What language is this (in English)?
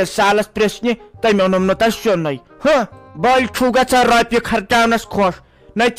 Kashmiri